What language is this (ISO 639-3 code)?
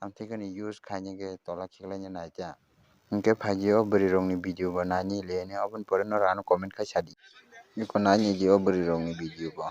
trp